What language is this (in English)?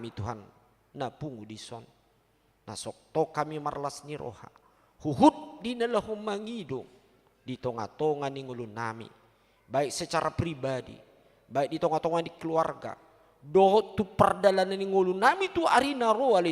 Batak Toba